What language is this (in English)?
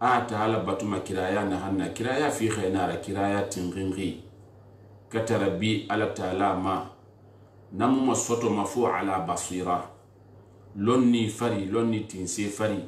Susu